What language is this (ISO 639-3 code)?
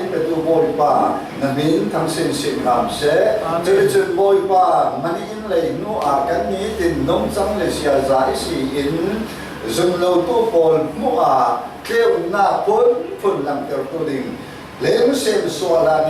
cfm